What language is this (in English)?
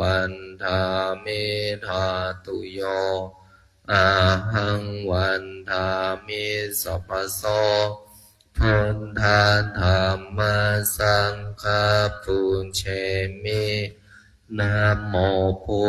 Pali